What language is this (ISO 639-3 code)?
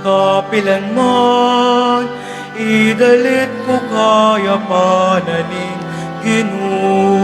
pam